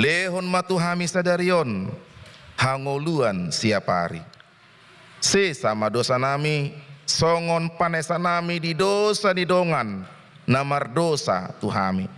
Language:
Batak Toba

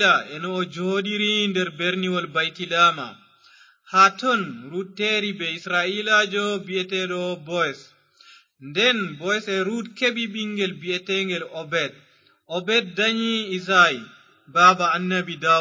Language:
Fula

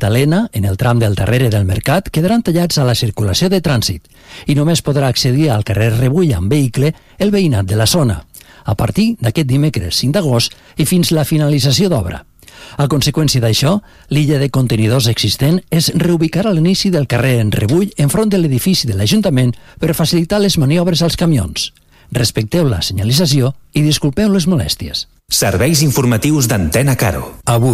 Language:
Catalan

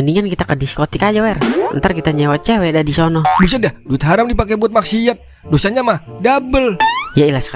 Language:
Betawi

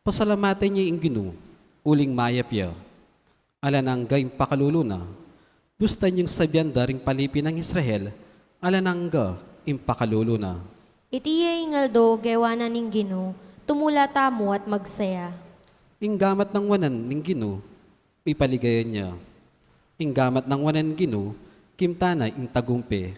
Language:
Pampanga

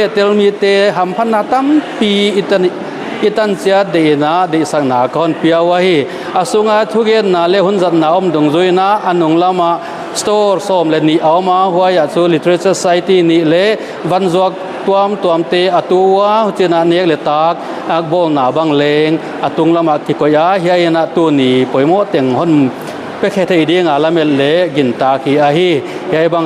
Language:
Paite Chin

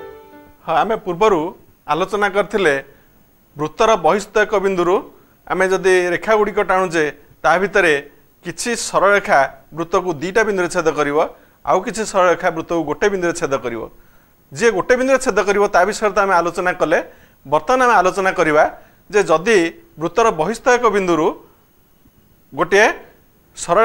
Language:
Odia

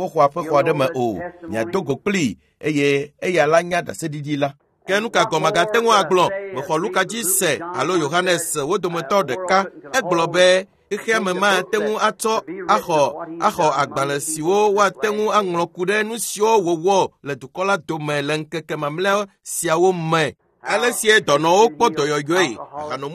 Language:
Ewe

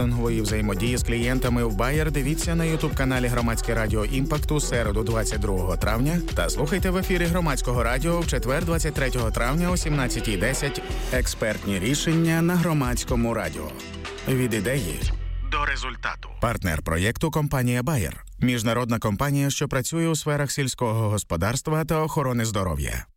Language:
Ukrainian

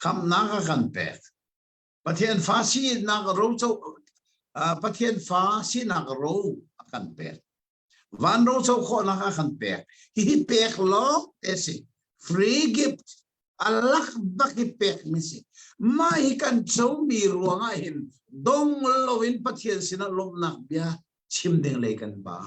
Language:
Hakha Chin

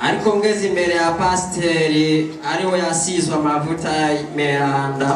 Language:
Rundi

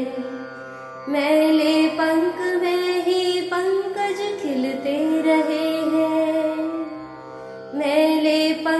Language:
Hindi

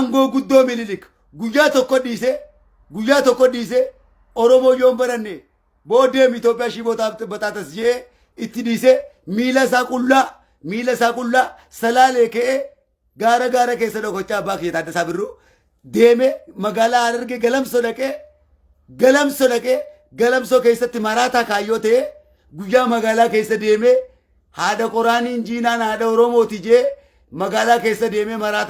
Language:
Oromo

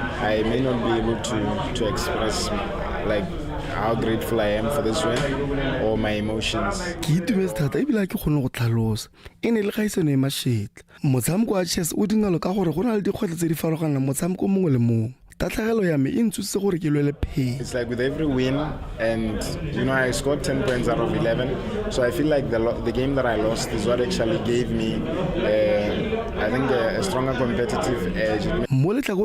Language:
Tswana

